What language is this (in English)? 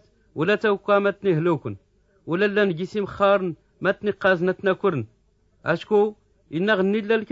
Tachelhit